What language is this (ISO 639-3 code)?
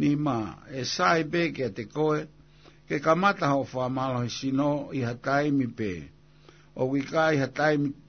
ton